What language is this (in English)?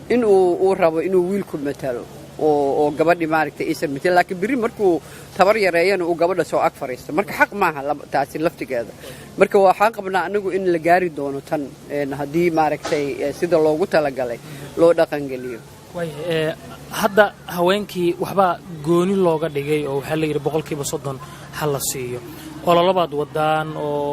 Somali